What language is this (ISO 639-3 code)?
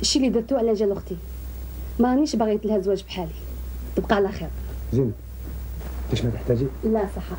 arq